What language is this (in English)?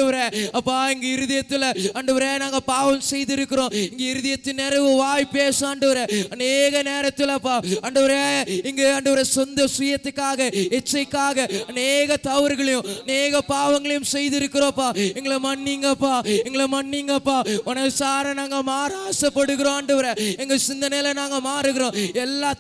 Tamil